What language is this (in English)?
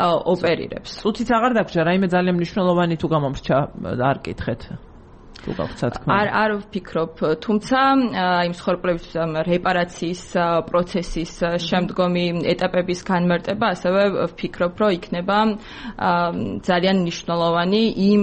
Georgian